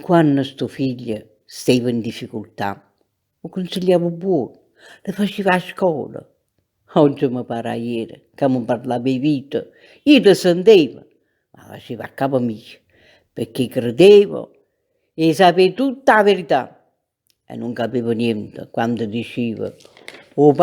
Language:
Neapolitan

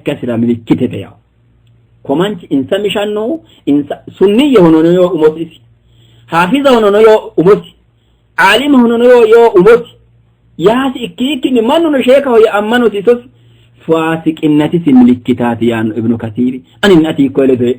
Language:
Sidamo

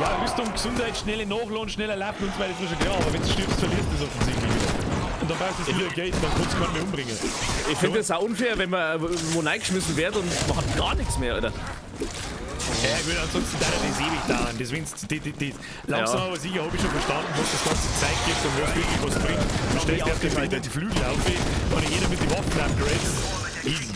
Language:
Bavarian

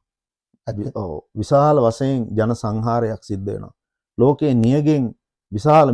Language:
Sinhala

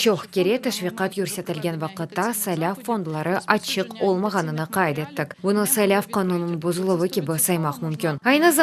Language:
Crimean Tatar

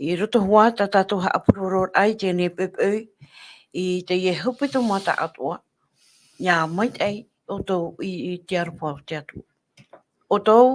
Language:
Tahitian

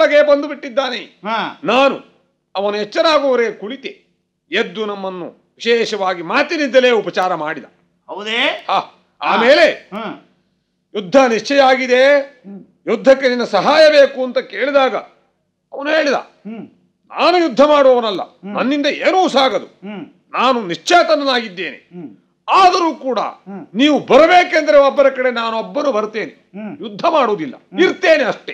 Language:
Kannada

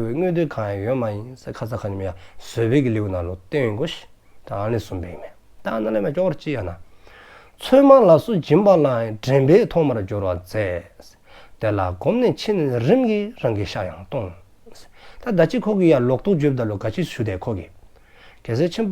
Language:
Dzongkha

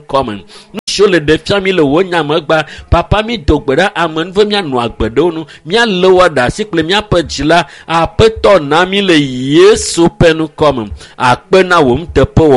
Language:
Ewe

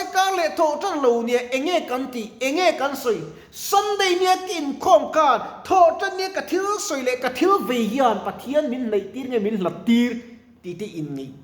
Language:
Mizo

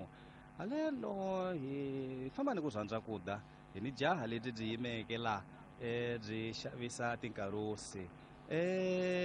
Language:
Tsonga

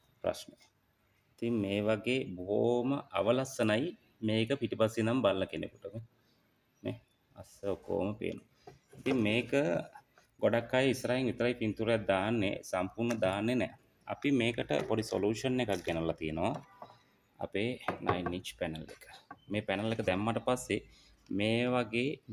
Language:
Sinhala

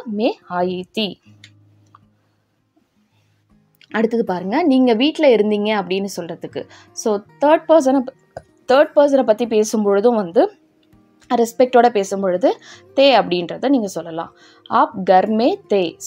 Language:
Tamil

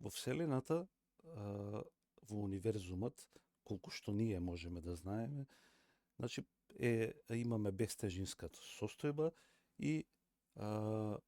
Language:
Macedonian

